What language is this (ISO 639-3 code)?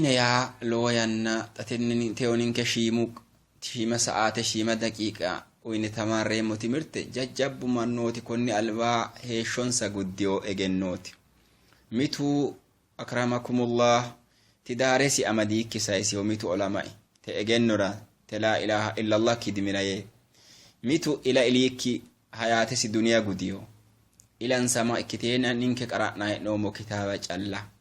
sid